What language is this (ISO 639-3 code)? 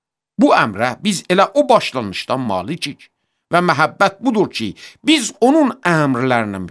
aze